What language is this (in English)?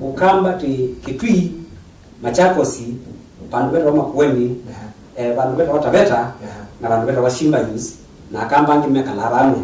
Kamba